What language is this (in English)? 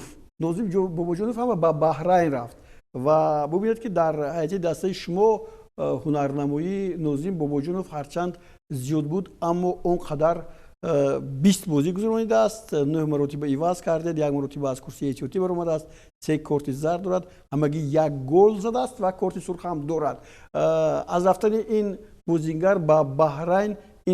Tajik